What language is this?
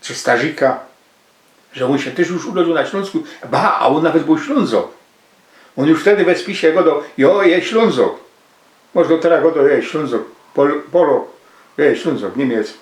Silesian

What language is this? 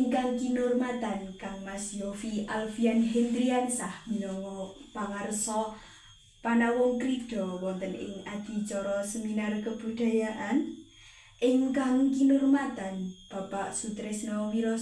Javanese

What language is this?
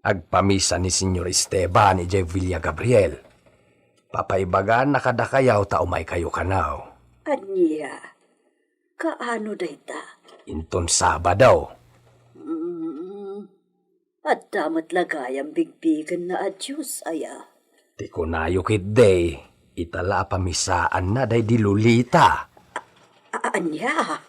Iloko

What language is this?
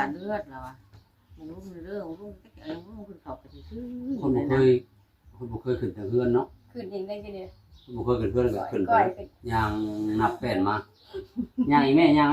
Northeastern Thai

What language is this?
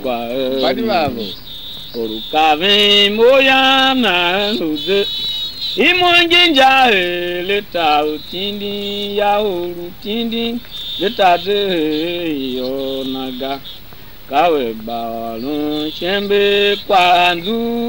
Tiv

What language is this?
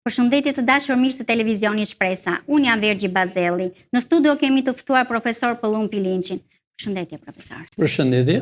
Albanian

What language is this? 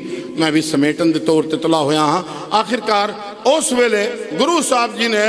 Punjabi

